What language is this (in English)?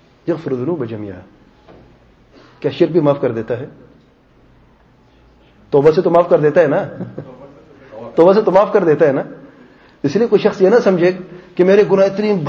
Urdu